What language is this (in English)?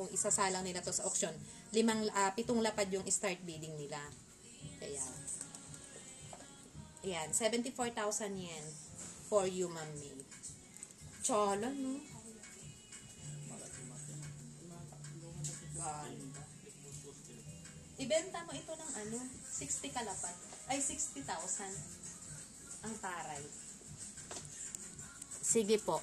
Filipino